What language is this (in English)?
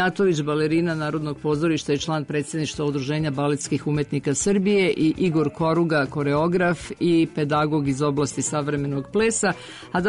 Serbian